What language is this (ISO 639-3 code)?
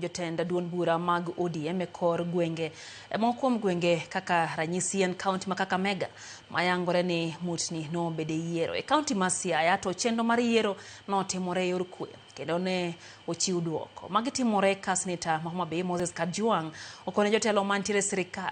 luo